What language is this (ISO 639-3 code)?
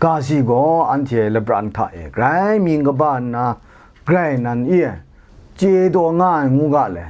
kac